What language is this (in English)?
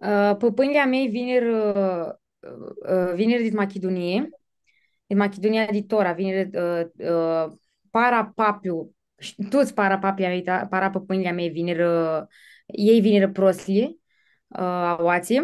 Aromanian